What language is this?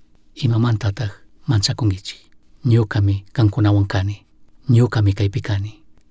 Chimborazo Highland Quichua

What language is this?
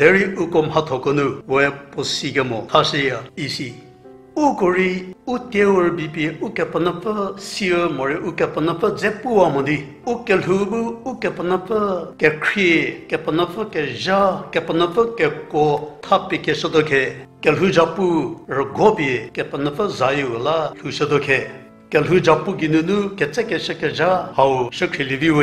Angami Naga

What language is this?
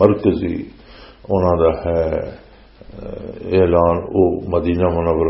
Western Panjabi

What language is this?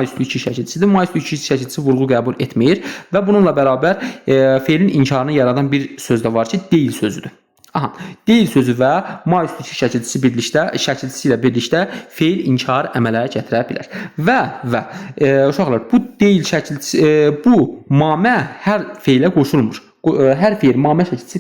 Azerbaijani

